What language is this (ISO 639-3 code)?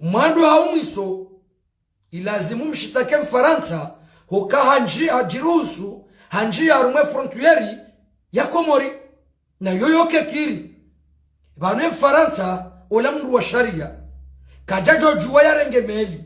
zdj